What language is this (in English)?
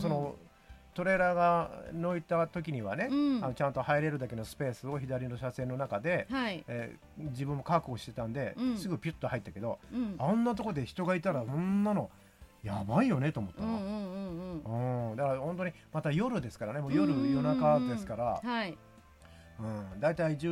Japanese